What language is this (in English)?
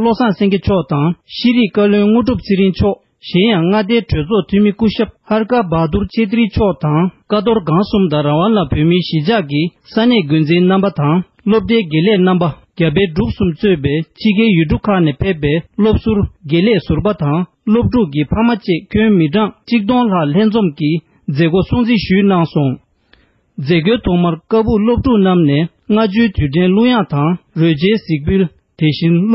Tibetan